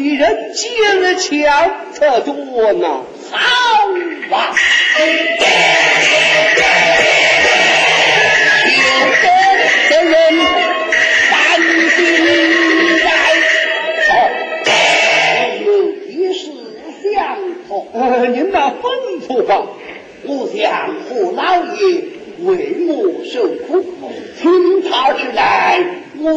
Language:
Chinese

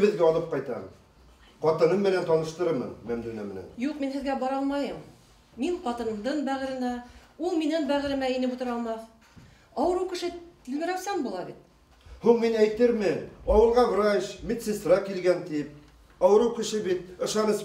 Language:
Bashkir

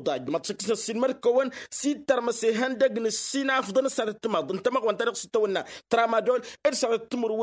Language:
Tamasheq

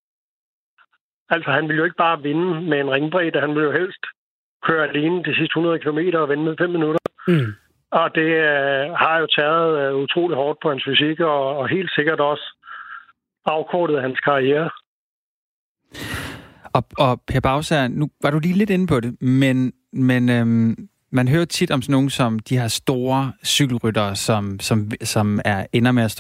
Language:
Danish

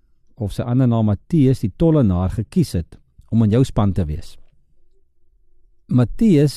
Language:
Afrikaans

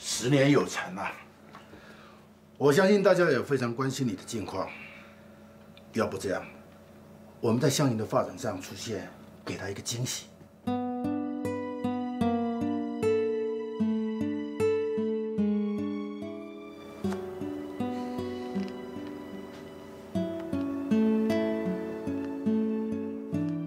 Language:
Chinese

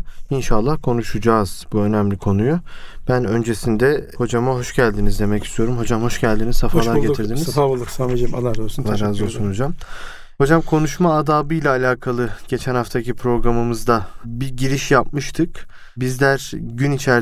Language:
Turkish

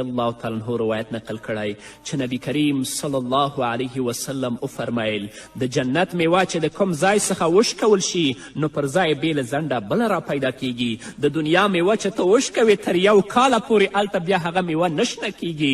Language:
Pashto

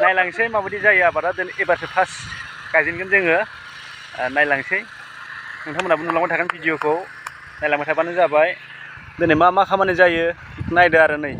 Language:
Bodo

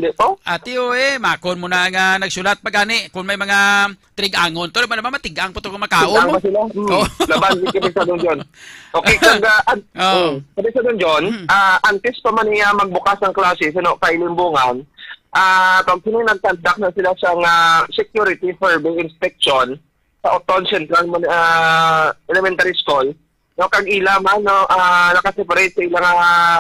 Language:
Hiligaynon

